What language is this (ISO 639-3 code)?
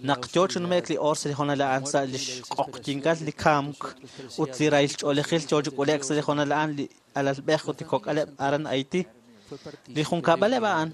kek